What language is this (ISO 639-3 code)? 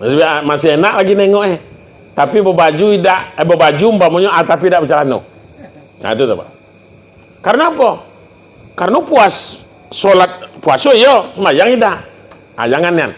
min